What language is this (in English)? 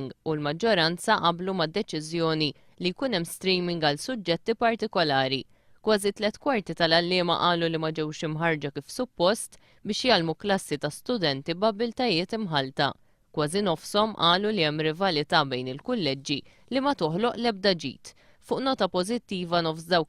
Maltese